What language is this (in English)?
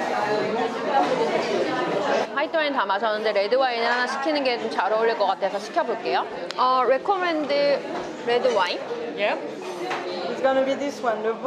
Korean